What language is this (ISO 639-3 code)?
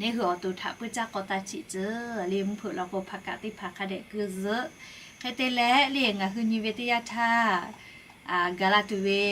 lhu